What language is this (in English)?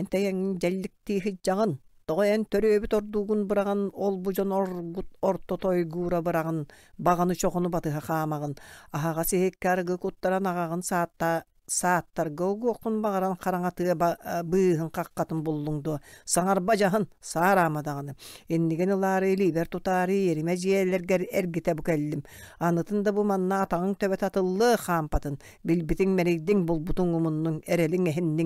Yakut